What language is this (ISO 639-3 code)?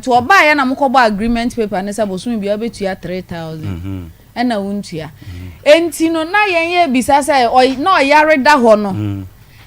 aka